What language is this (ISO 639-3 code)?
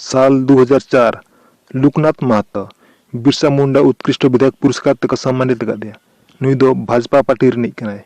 sat